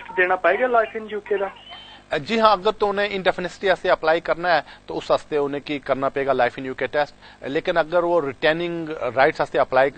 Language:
Punjabi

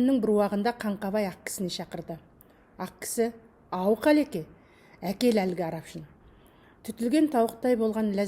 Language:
Kazakh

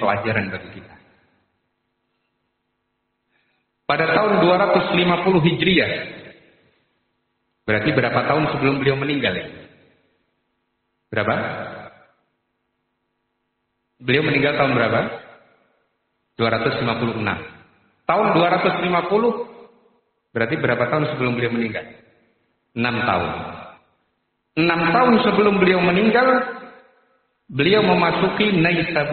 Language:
Indonesian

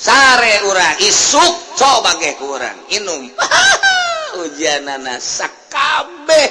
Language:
Sundanese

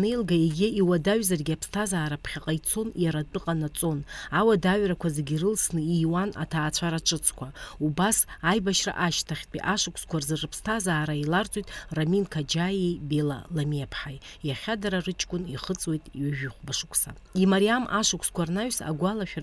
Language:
Abkhazian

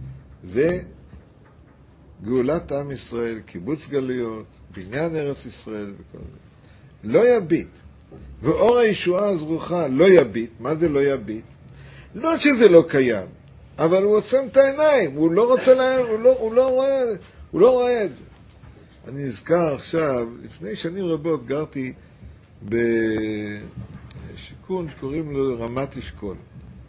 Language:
Hebrew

